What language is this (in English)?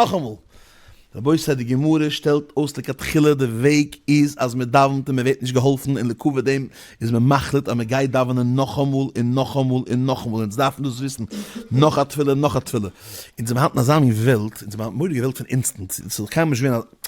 Yiddish